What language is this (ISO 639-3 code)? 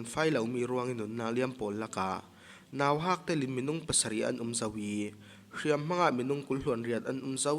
cfm